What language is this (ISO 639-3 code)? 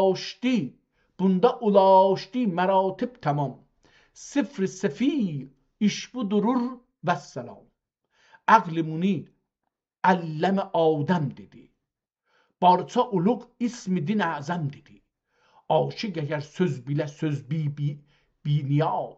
azb